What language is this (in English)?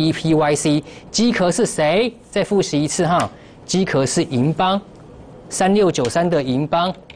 Chinese